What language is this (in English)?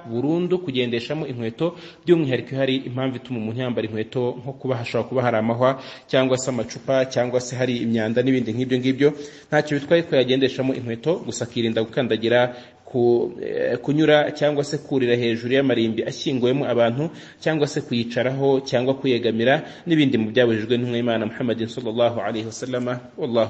Kinyarwanda